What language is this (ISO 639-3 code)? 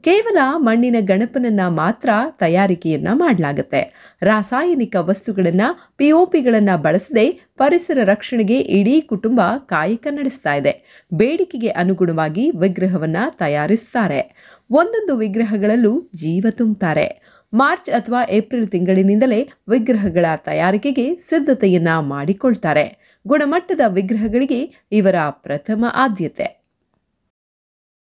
kan